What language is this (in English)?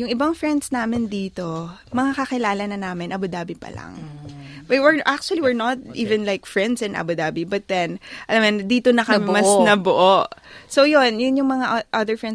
Filipino